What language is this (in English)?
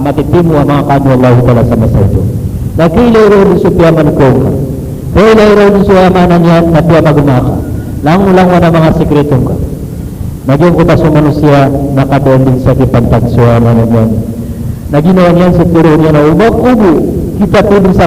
Maranao